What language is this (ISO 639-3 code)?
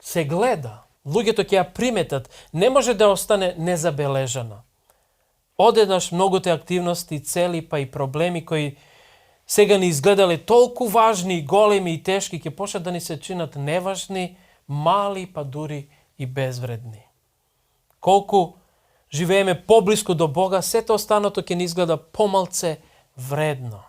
mkd